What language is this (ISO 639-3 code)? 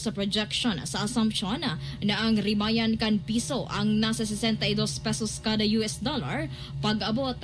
bik